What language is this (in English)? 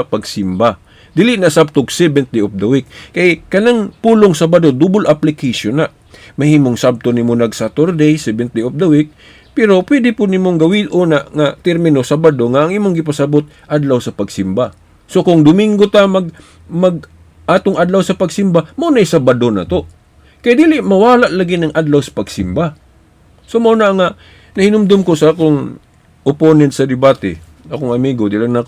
Cebuano